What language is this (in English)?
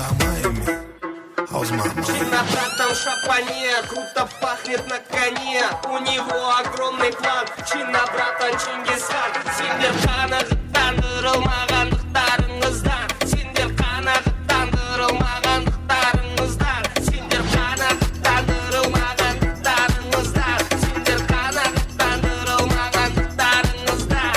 Kara-Kalpak